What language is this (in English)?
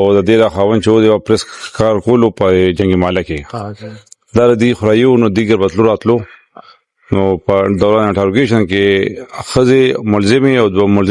Pashto